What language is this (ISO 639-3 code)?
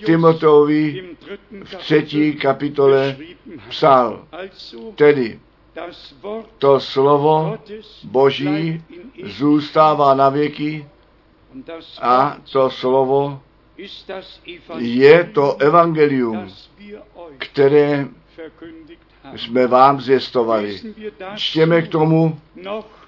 ces